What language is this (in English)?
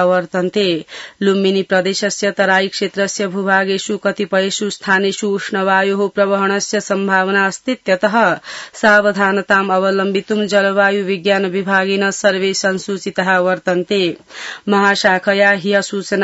Sanskrit